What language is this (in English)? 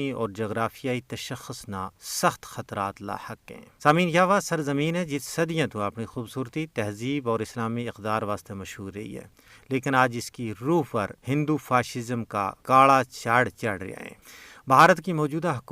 Gujari